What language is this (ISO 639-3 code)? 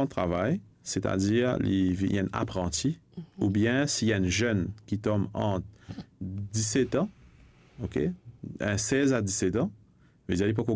mfe